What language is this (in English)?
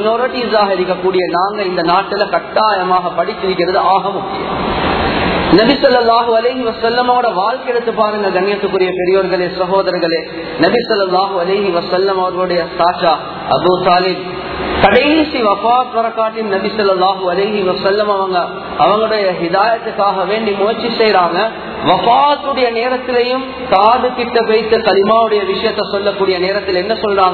Tamil